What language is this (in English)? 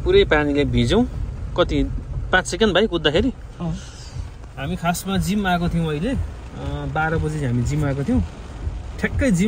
Nepali